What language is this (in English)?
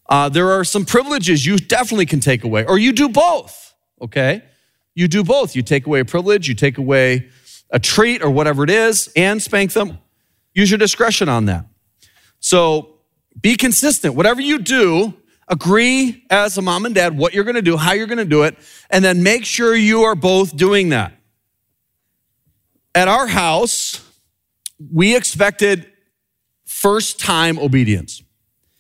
English